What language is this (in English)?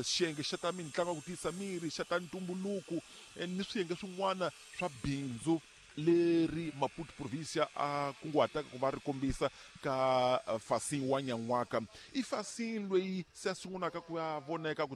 Tsonga